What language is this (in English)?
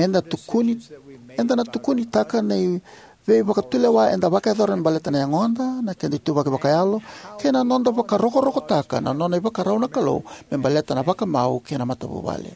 Fijian